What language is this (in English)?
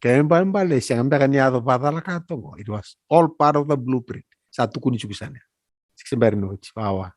Fijian